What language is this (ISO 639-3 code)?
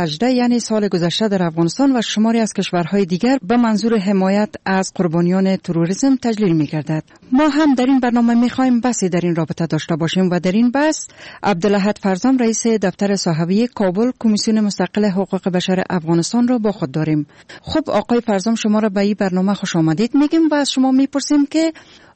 fas